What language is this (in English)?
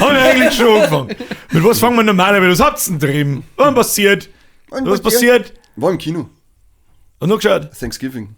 Bavarian